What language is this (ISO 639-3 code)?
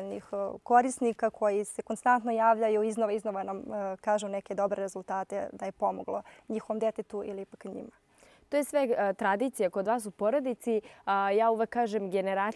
srp